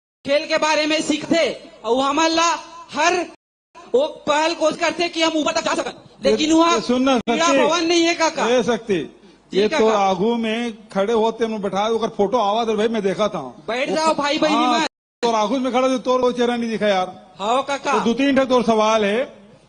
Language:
Chhattisgarhi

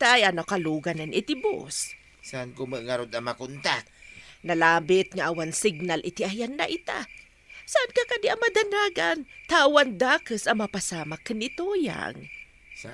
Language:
Iloko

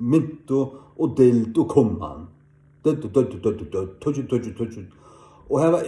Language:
Faroese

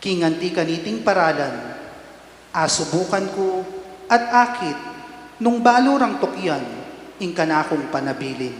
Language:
Pampanga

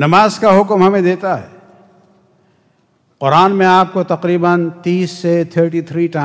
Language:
Urdu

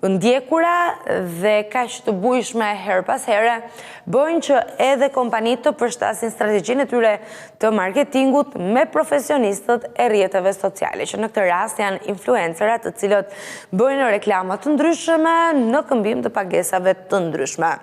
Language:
Albanian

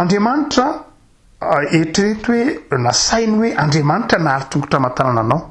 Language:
Malagasy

